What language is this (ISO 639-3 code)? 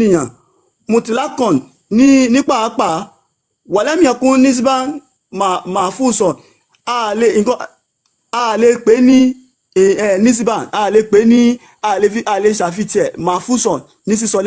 yor